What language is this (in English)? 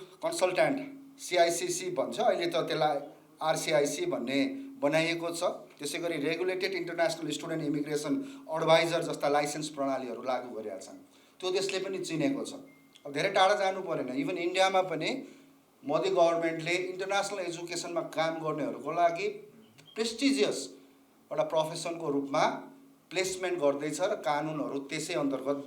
Nepali